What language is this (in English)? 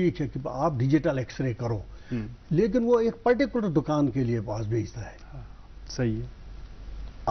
Urdu